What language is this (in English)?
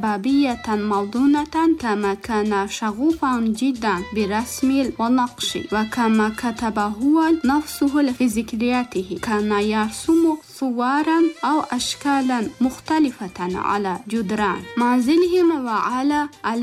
Arabic